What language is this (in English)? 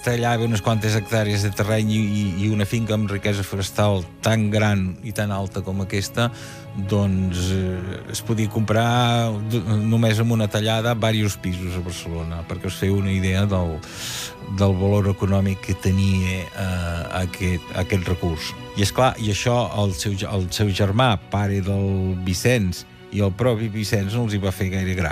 Catalan